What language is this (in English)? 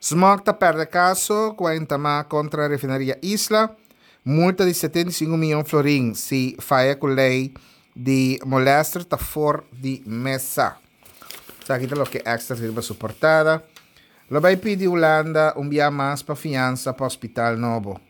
Papiamento